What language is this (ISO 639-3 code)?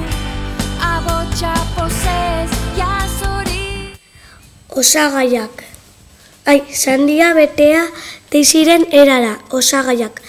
eus